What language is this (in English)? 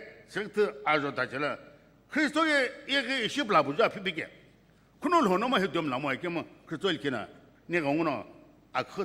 Sumi Naga